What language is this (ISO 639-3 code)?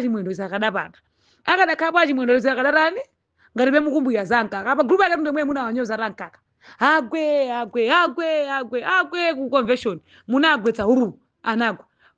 nya